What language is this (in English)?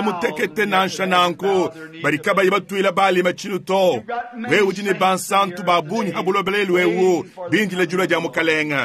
Luba-Lulua